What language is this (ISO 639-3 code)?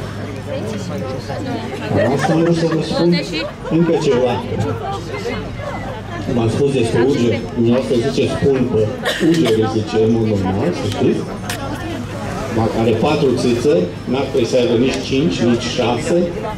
ron